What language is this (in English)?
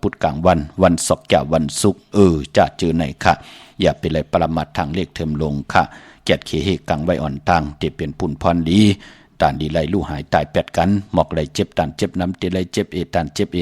Shan